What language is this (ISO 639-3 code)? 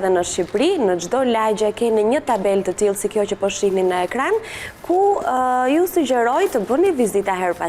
sqi